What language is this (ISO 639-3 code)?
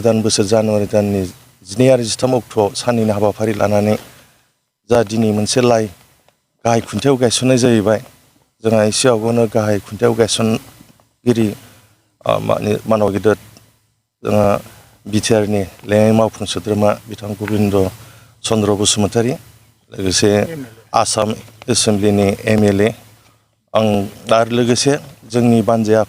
brx